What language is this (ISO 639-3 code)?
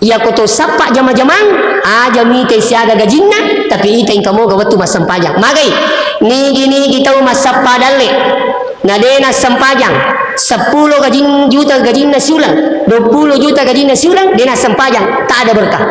bug